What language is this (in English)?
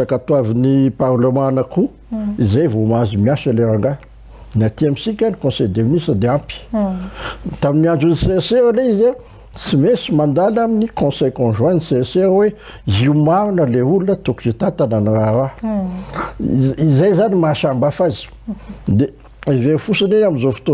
Malagasy